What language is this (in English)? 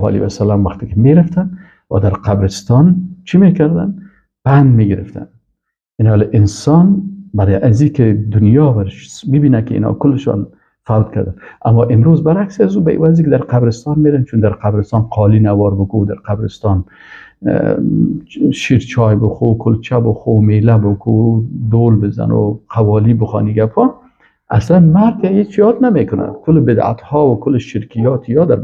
Persian